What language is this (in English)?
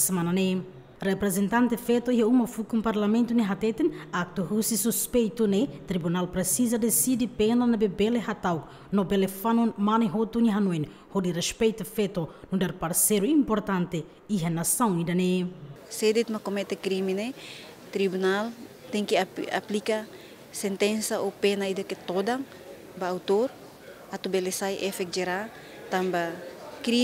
Tetum